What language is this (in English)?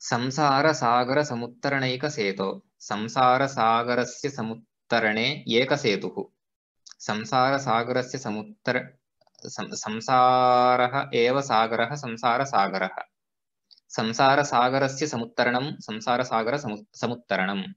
Sanskrit